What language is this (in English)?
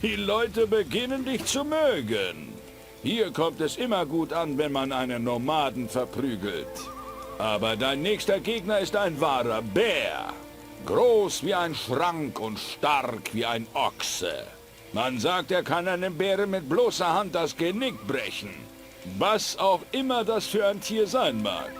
Bavarian